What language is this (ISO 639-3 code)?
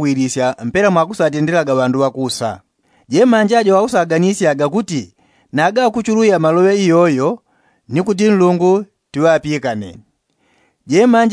yao